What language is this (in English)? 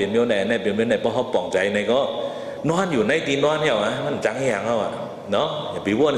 Shan